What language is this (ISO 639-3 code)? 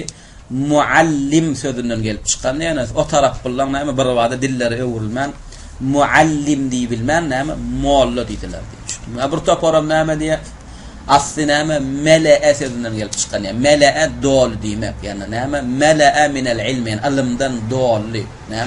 tuk